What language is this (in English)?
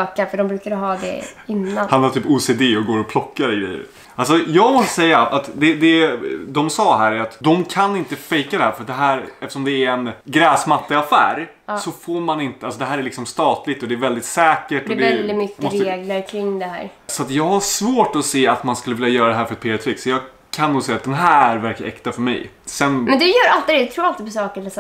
Swedish